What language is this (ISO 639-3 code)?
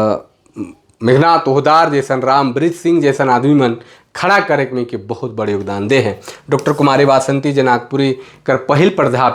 sck